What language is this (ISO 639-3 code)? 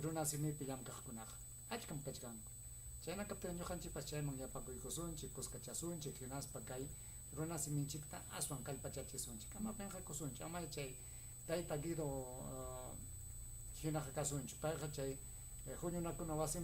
quy